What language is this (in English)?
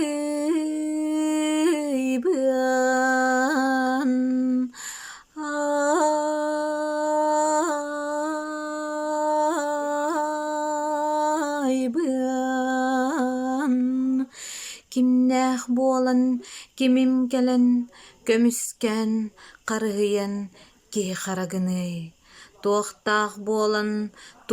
Yakut